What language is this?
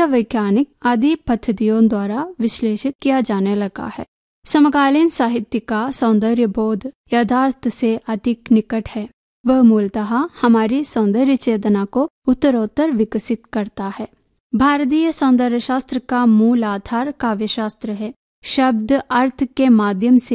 Hindi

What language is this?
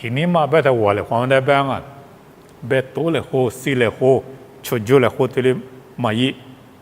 Lisu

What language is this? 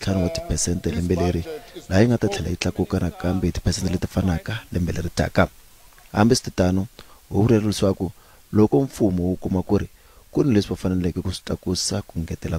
Tsonga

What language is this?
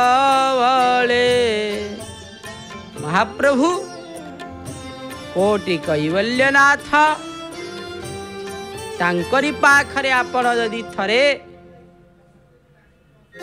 Odia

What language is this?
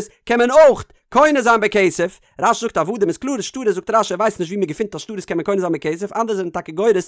Yiddish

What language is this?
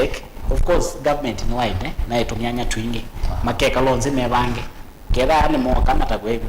Kamba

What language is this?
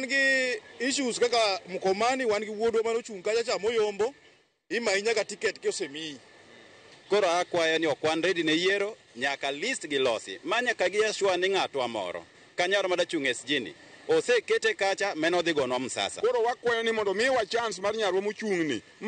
Luo (Kenya and Tanzania)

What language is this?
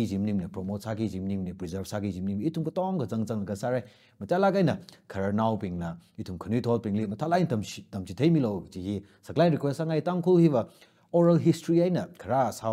Tangkhul Naga (India)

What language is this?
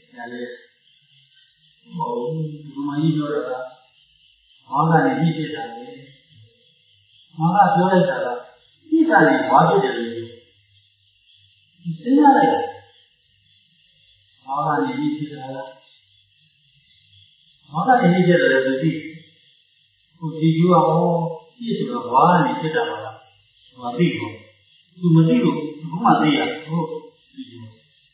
Burmese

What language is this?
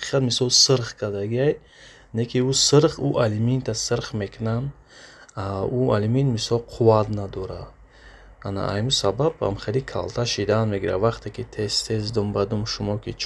Tajik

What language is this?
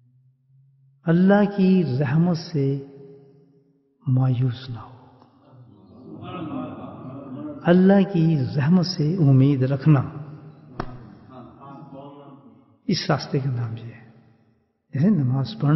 Urdu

